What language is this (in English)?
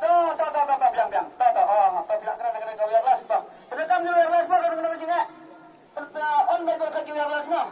Khasi